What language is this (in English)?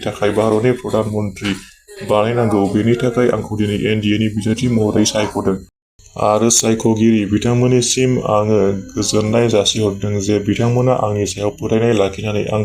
Bodo